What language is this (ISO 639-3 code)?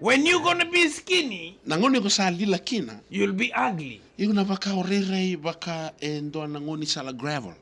fij